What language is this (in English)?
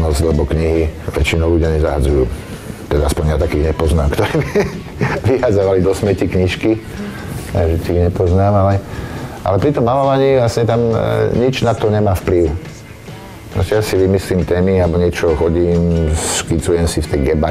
Slovak